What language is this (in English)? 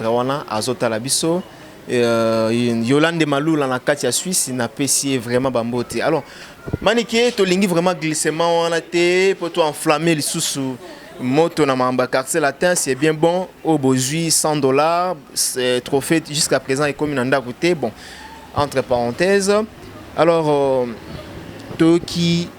Lingala